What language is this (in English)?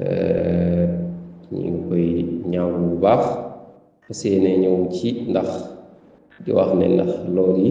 Wolof